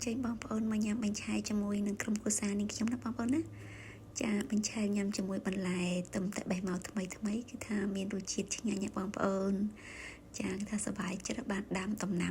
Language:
Khmer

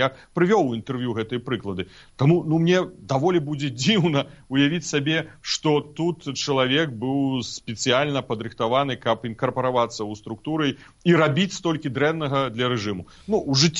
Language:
Belarusian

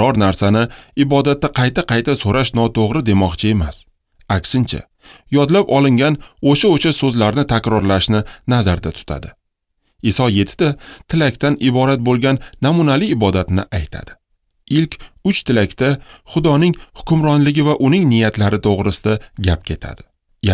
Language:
Uzbek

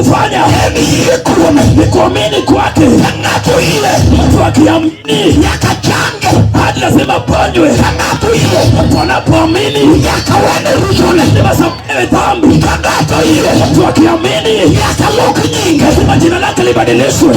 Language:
Luo (Kenya and Tanzania)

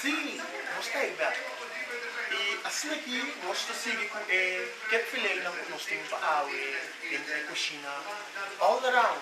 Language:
Papiamento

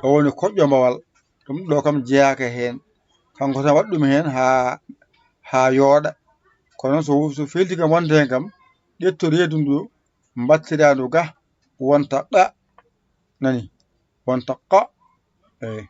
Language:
Fula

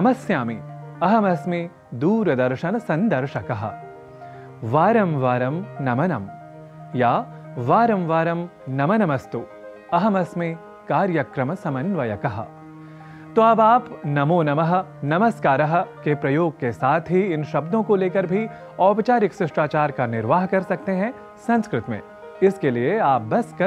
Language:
Hindi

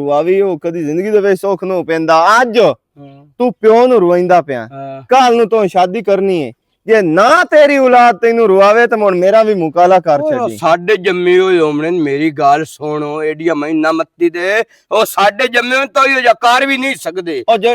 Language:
Western Panjabi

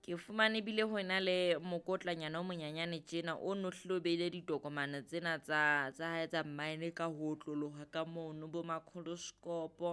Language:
Southern Sotho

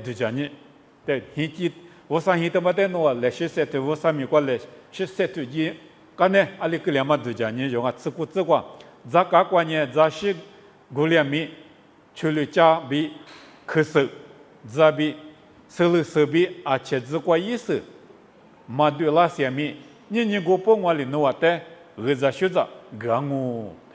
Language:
Lisu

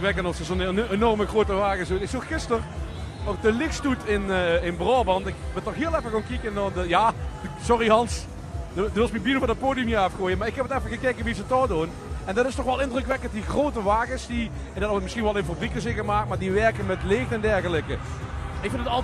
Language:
Limburgish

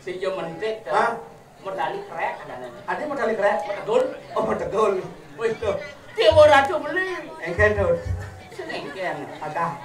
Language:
Balinese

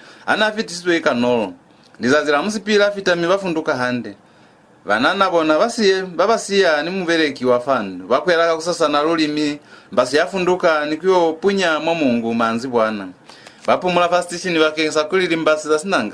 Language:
Lozi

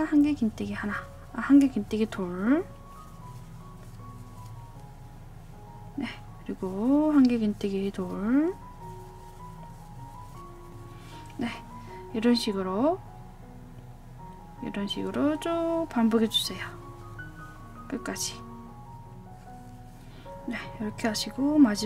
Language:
Korean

